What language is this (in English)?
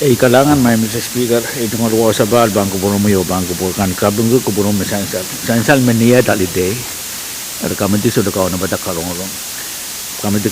Pohnpeian